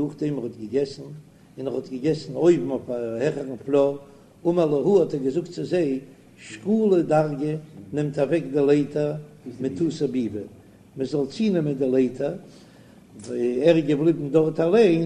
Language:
Yiddish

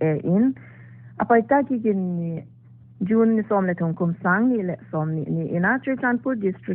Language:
Paite Chin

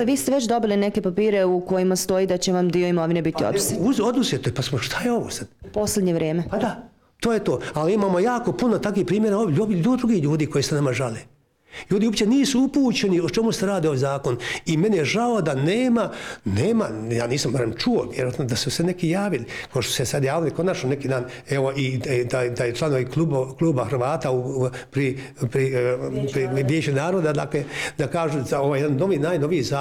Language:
Bosnian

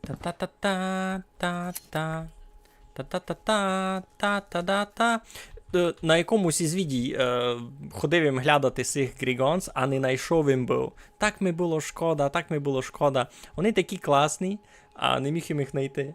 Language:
Rusyn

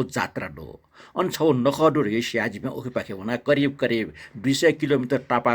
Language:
Newari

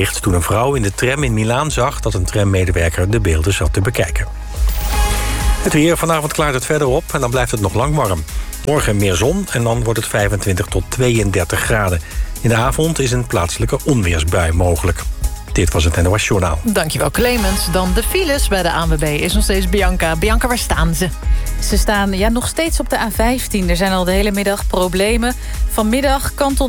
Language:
Dutch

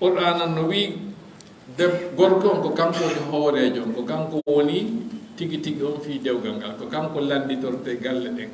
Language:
Fula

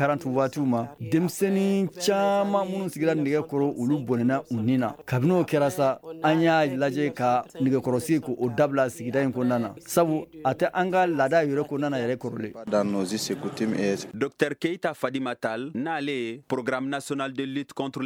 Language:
Bambara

